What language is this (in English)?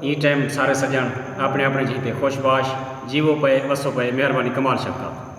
Saraiki